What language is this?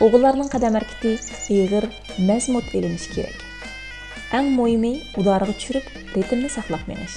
Uyghur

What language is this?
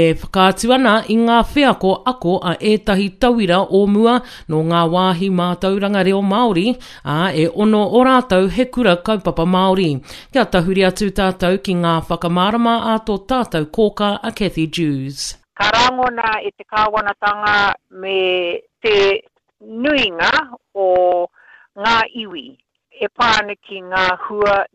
Māori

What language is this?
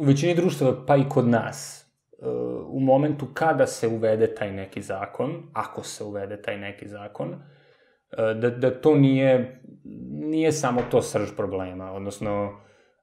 Serbian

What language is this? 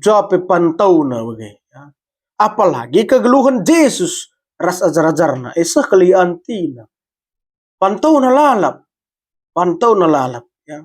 Batak Karo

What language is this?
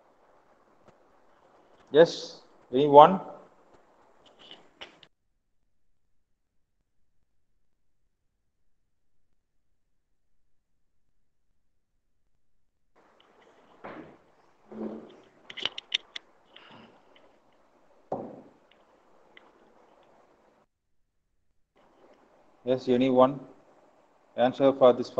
English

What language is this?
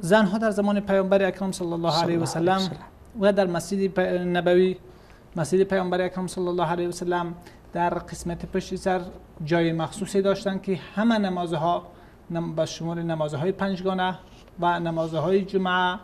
Persian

